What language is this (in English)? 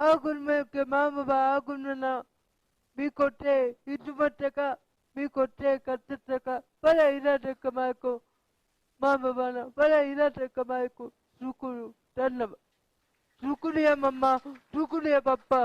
Divehi